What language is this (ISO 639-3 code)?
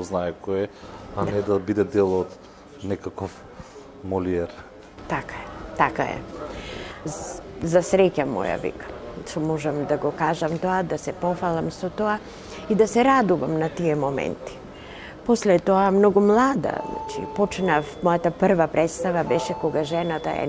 mkd